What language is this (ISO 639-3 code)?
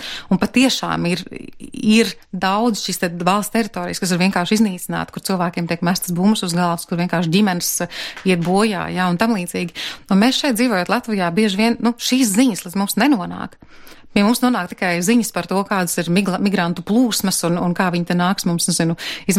lav